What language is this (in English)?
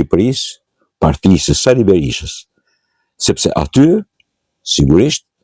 Albanian